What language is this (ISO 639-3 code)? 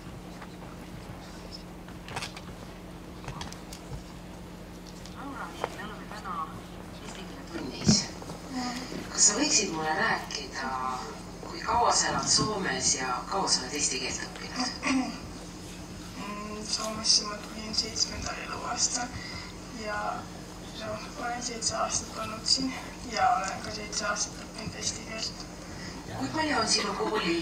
est